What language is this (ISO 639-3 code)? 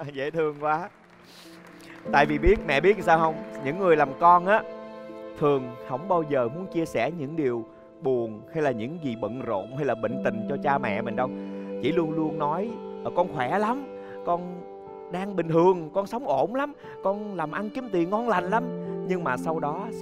vie